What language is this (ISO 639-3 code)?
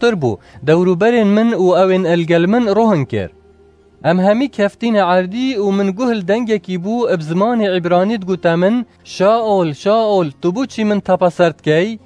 kur